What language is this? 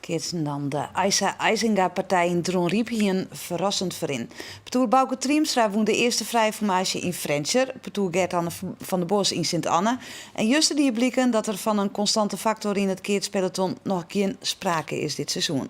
Western Frisian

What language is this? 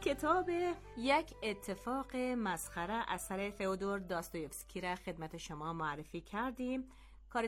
Persian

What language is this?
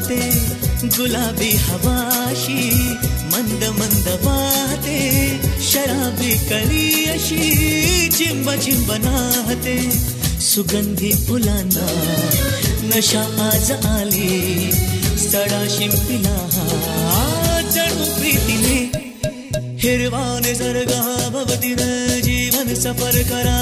Marathi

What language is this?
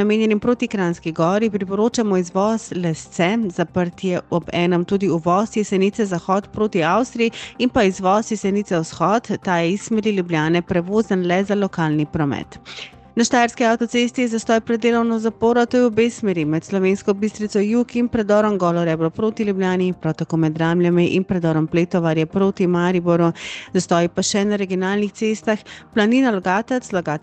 Slovenian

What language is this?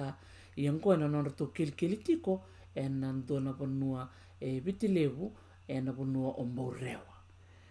Fijian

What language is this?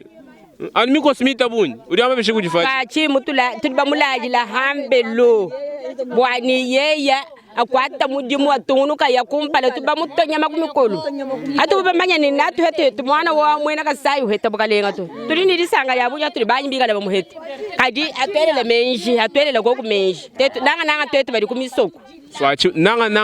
Luba-Lulua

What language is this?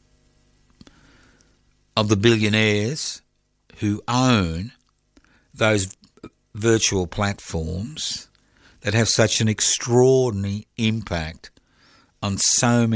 English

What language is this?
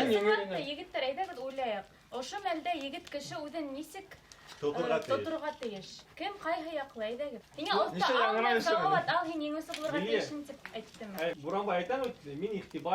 Bashkir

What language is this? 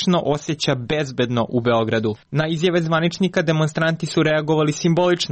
Serbian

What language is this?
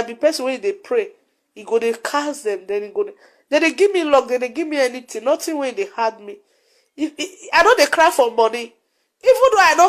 Nigerian Pidgin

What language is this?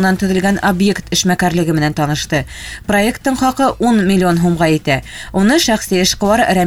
Bashkir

